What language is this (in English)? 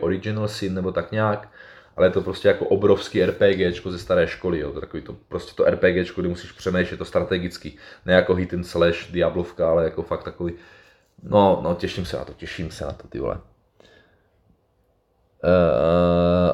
Czech